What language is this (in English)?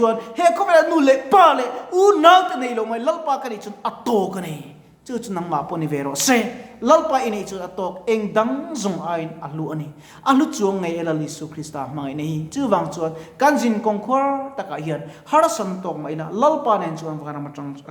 Mizo